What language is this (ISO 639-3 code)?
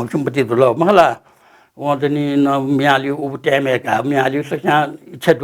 new